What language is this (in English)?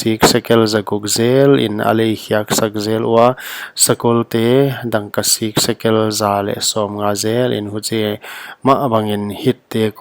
Paite Chin